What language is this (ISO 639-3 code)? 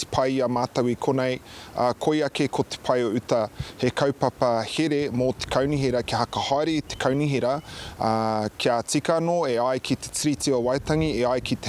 mri